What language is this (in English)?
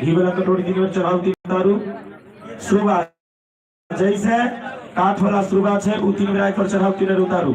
Maithili